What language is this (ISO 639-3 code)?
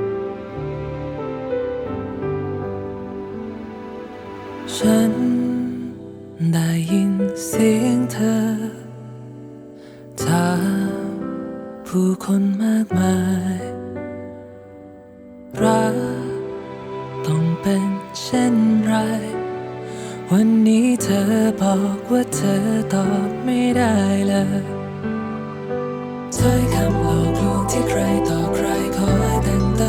tha